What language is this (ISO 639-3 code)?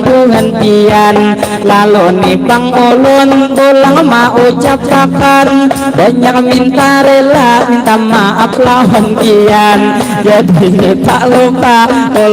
bjn